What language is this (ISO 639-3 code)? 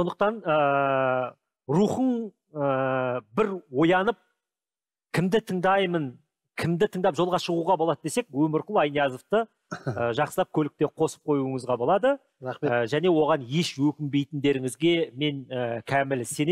kaz